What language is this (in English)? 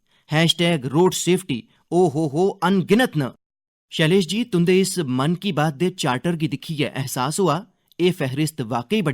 Dogri